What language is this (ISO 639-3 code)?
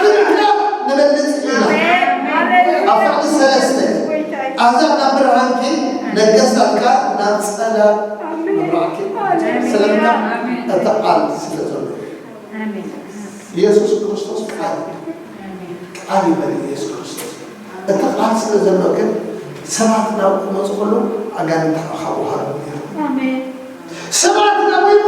tir